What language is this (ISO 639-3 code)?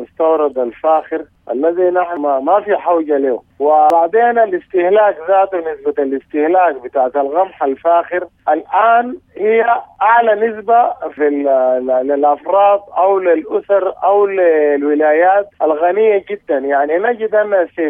apd